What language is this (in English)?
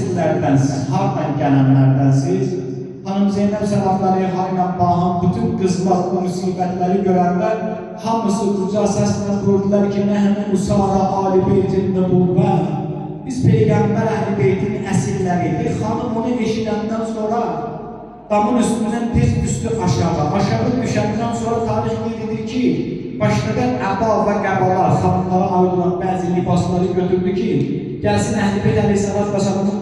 Azerbaijani